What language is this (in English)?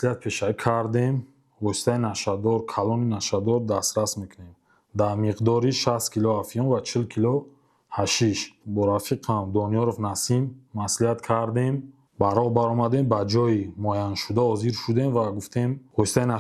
Tajik